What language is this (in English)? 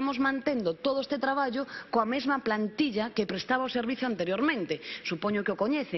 Galician